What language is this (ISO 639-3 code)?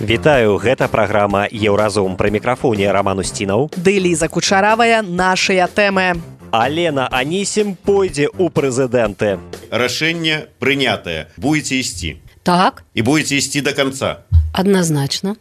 bel